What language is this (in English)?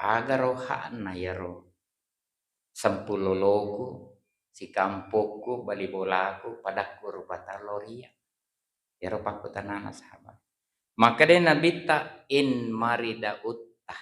Buginese